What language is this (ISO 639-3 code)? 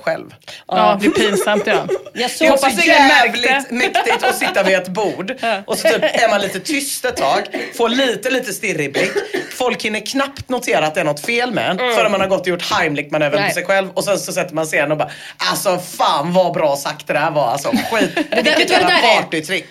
swe